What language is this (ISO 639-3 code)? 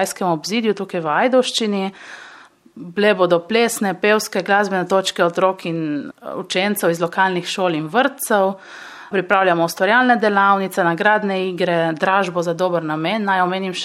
slv